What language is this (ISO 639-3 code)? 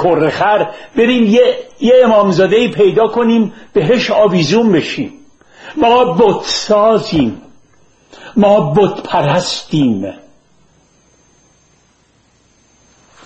fas